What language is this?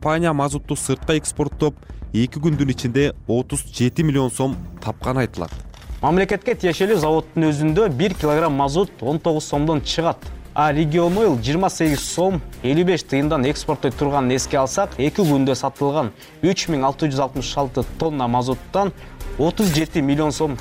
Kyrgyz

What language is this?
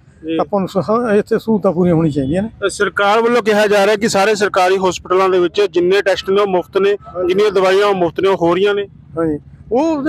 Punjabi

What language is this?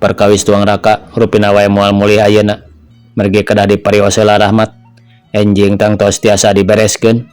Sundanese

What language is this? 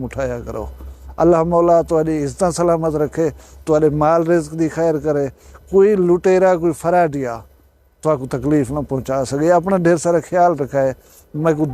Saraiki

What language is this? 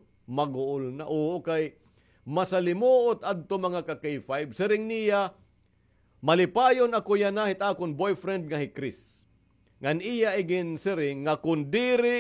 Waray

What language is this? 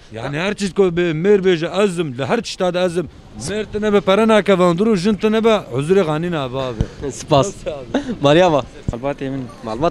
Kurdish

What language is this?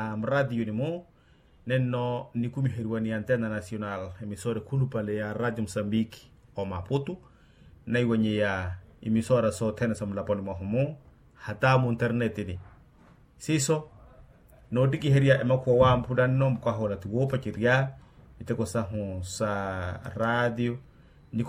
Makhuwa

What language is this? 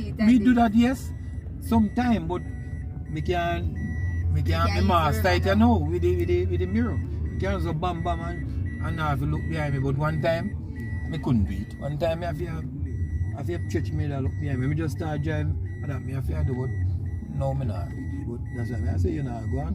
Jamaican Creole English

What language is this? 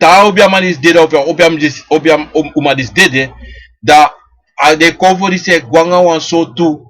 Sranan Tongo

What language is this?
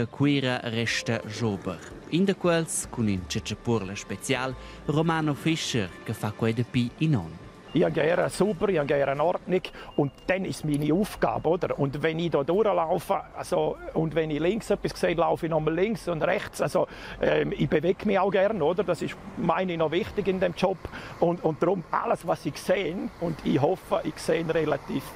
Romansh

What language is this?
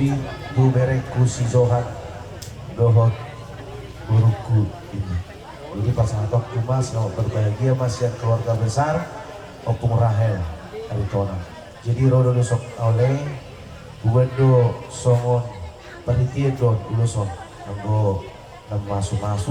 Batak Toba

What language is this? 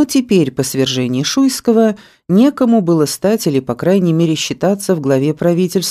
Russian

